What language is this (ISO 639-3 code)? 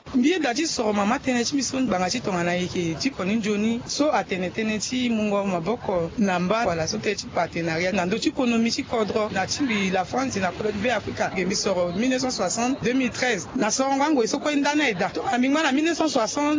sag